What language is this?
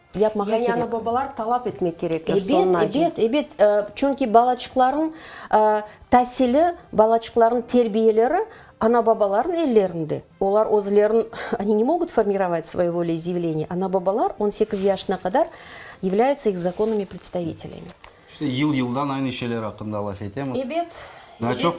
Crimean Tatar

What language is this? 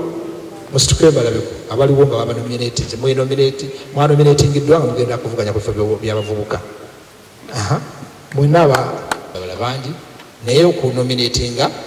Ganda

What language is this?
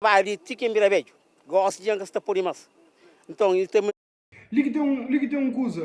Kabuverdianu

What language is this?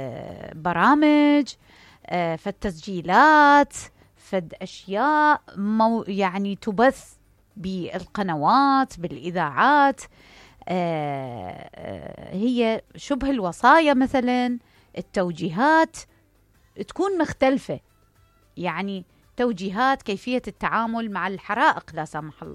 Mesopotamian Arabic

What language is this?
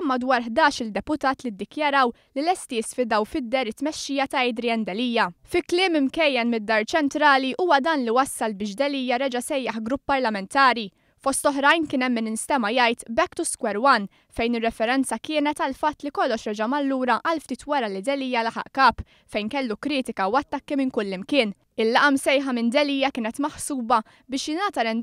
Maltese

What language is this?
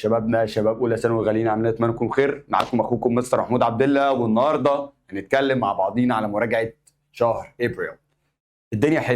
Egyptian Arabic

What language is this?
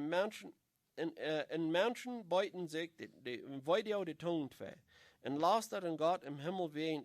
Plautdietsch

